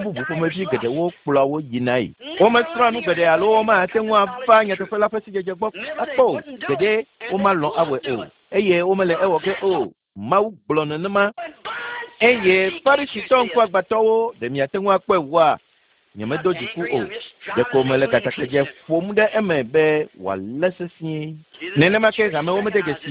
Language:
Ewe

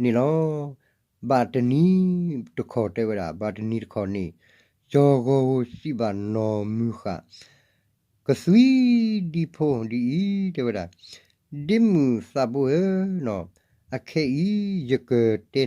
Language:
S'gaw Karen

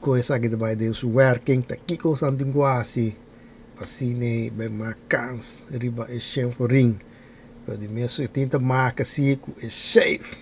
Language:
Papiamento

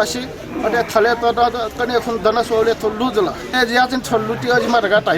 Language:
Newari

